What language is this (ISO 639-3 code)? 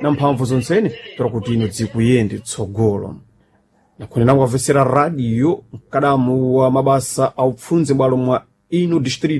seh